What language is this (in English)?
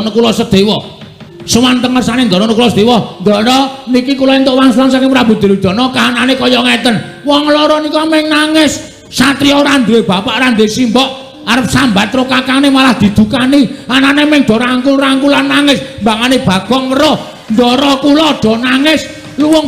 Javanese